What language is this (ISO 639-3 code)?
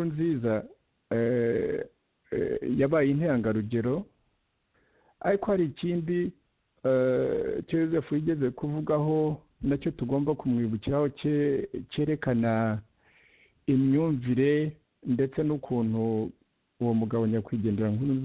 kin